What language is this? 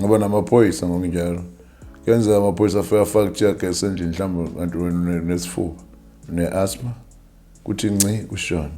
Zulu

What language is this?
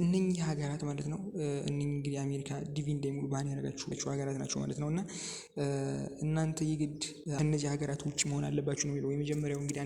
Amharic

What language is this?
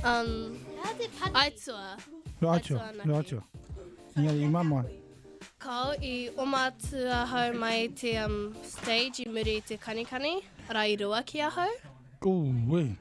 Māori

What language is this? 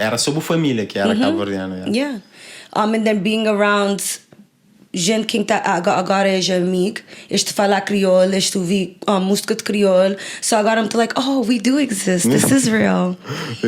Kabuverdianu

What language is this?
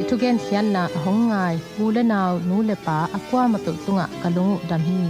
Tedim Chin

